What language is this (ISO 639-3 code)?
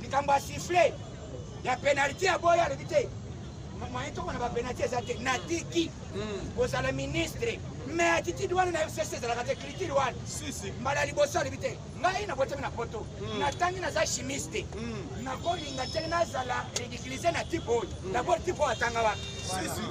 lin